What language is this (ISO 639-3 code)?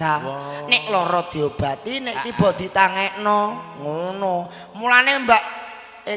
jav